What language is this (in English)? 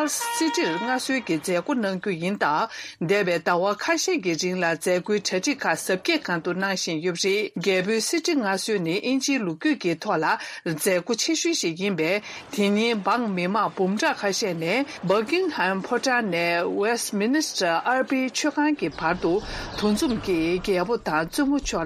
Tibetan